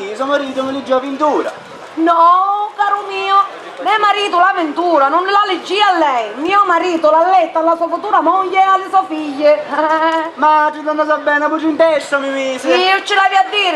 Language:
Sicilian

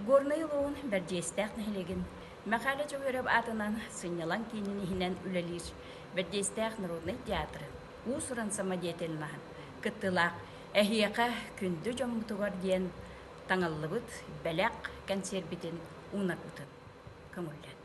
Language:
Yakut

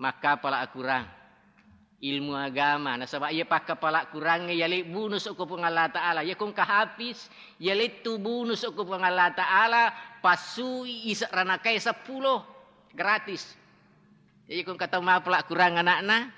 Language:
Buginese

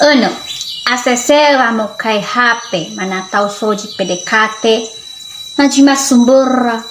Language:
Nias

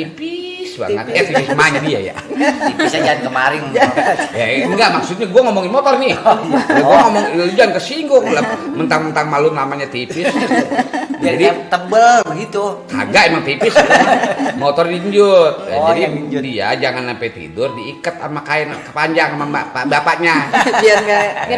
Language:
Betawi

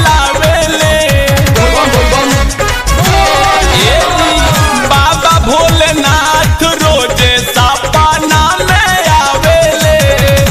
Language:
Bhojpuri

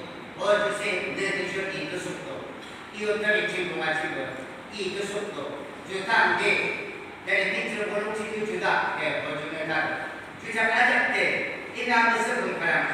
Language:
Yimchungru Naga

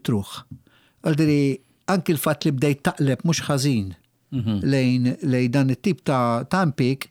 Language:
Maltese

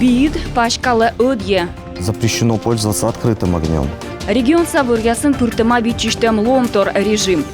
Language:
Komi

